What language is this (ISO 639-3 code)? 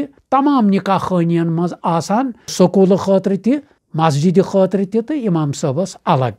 kas